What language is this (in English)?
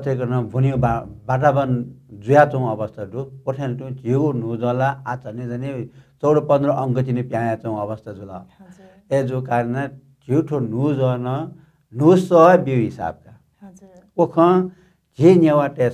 Newari